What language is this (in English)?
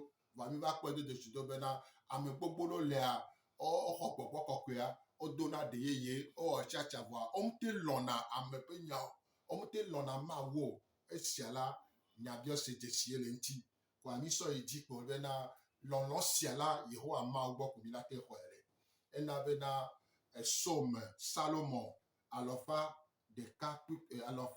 Gen